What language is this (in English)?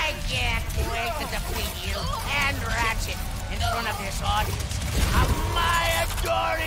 English